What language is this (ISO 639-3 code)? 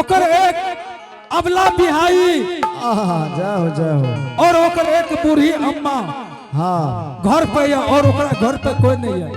anp